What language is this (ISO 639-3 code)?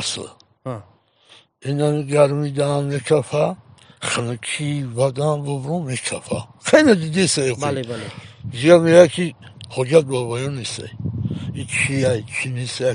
tgk